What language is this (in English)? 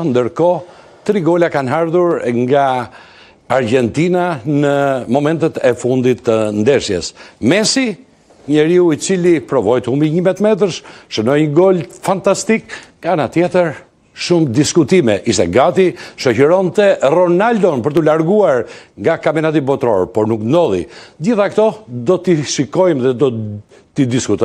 Albanian